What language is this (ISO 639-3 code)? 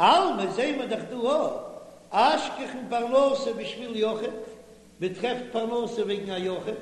yid